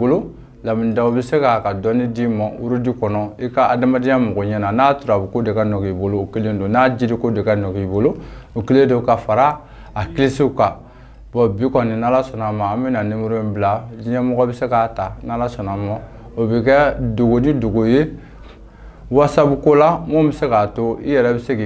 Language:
Bambara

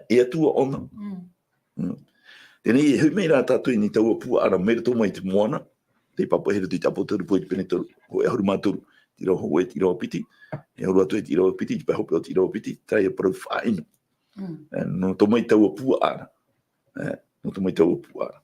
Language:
Tahitian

